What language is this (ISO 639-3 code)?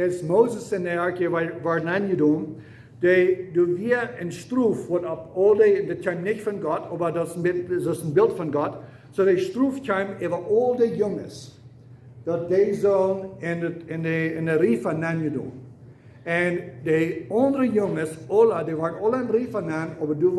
pdt